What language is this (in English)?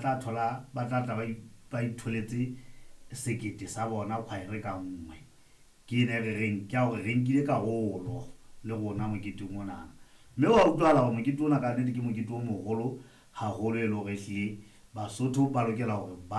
Southern Sotho